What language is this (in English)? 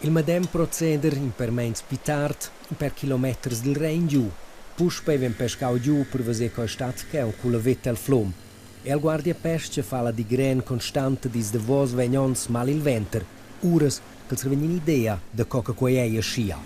Romansh